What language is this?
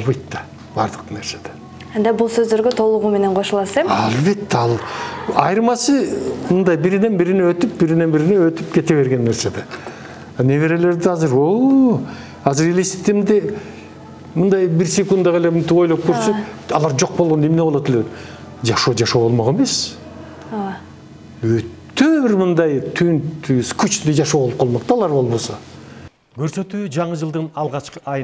Kyrgyz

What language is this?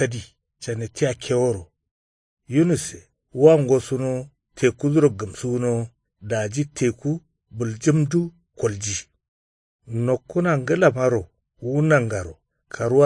Kanuri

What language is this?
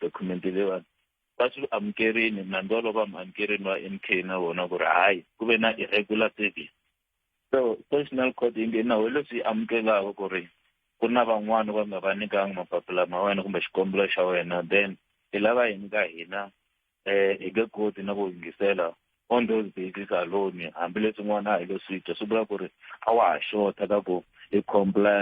Tsonga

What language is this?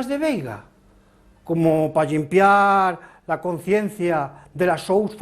Asturian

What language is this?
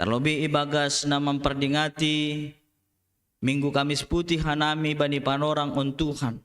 Batak Simalungun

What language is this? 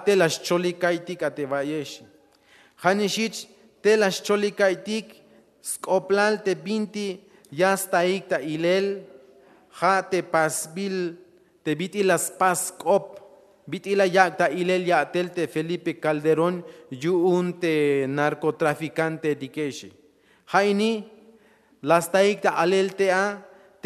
Tzeltal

